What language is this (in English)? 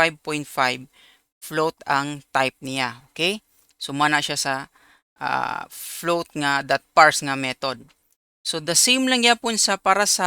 Cebuano